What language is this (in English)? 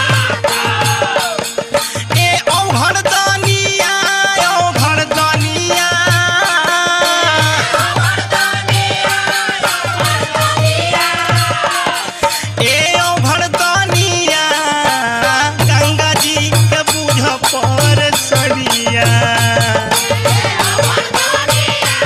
Bhojpuri